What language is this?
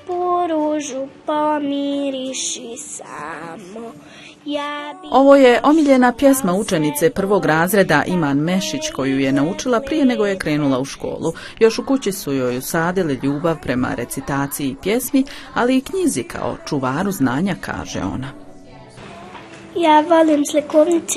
Bosnian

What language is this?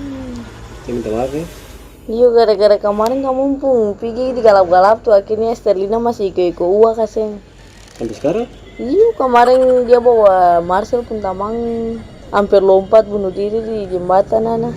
Ambonese Malay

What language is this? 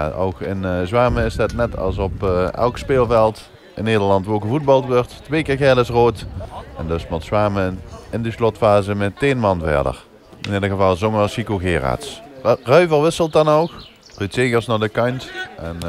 Limburgish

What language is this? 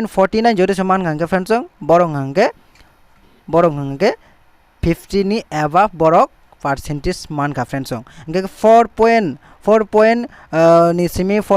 Kok Borok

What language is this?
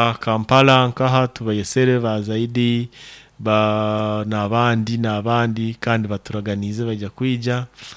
Nyoro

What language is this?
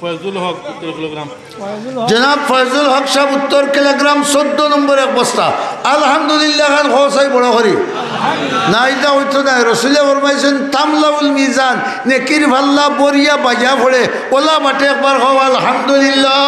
Sylheti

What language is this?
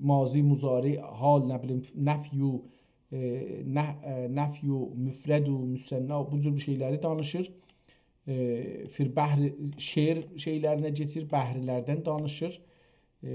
South Azerbaijani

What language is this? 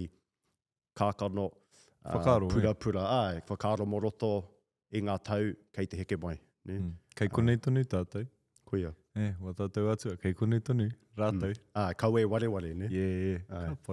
Māori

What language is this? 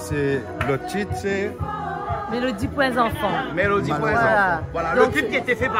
Réunion Creole French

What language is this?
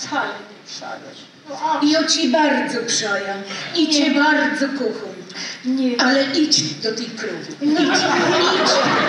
Silesian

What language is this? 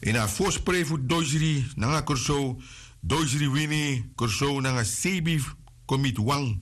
Sranan Tongo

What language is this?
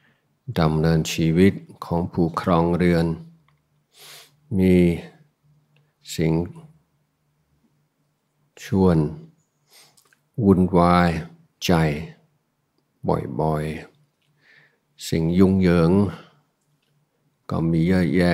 Thai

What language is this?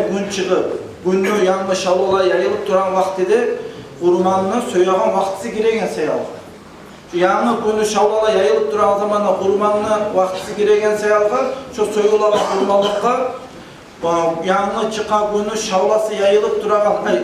Kumyk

